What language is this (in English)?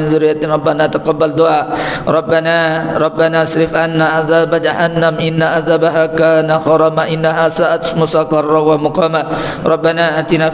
Malay